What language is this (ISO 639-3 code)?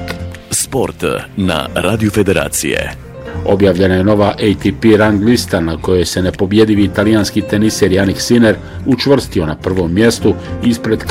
bos